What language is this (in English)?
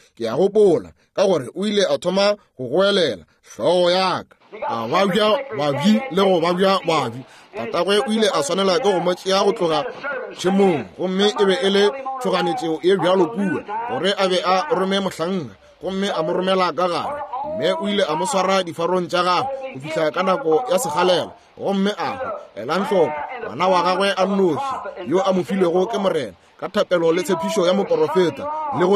Northern Sotho